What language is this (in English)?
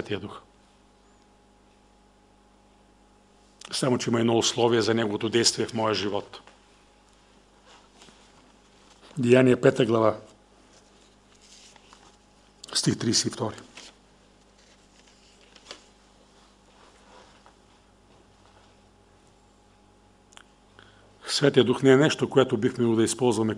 Bulgarian